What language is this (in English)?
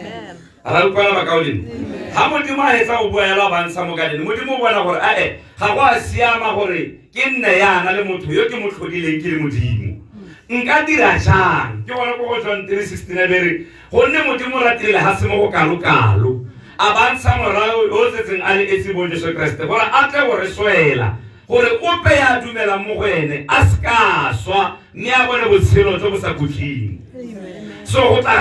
Tswana